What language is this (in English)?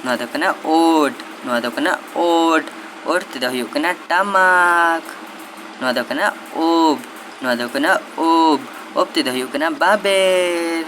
Santali